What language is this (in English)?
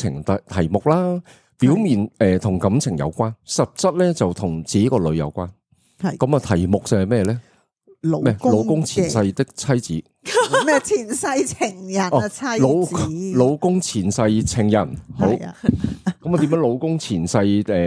Cantonese